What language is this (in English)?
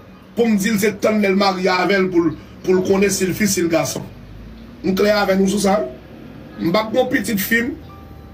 Haitian Creole